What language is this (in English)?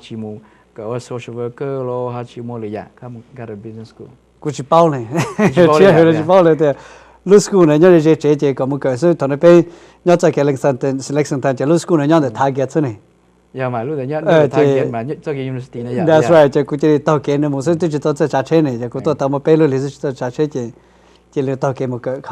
Hmong